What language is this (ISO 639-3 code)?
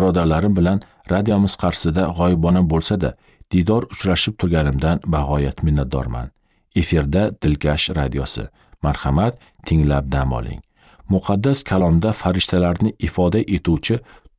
uzb